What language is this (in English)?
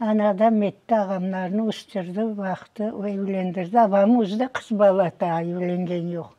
Crimean Tatar